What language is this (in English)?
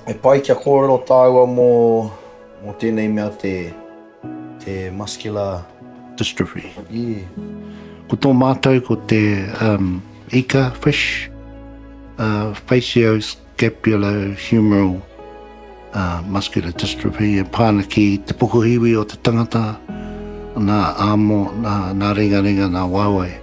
Māori